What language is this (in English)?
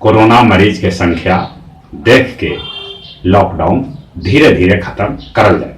Magahi